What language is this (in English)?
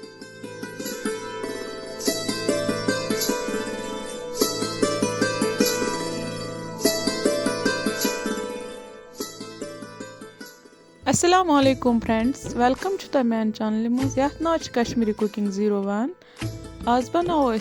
Kashmiri